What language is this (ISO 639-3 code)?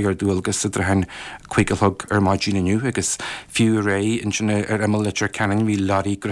gle